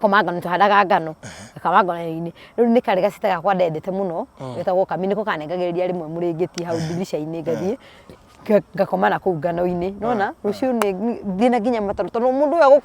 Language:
Kikuyu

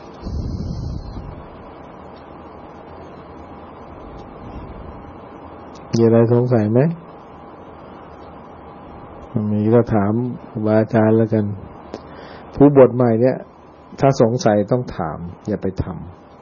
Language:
Thai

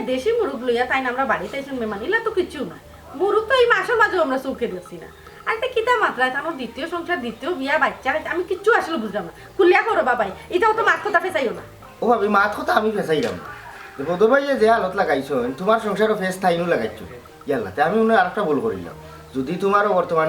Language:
Sylheti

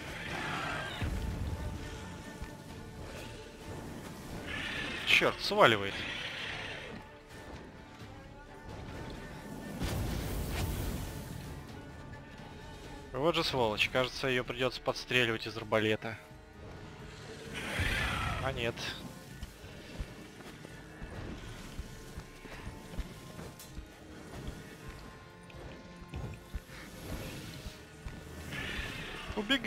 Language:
Russian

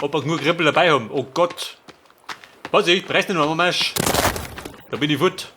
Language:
Bavarian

